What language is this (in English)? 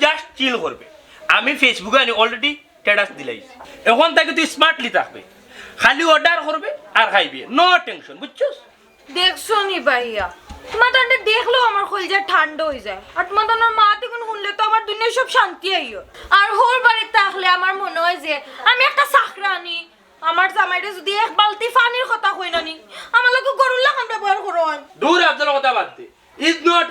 Sylheti